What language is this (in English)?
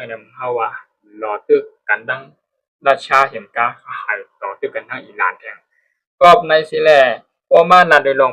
Shan